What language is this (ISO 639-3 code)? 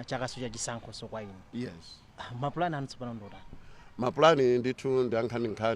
nya